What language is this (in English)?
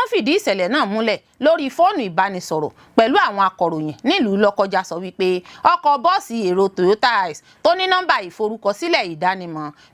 Yoruba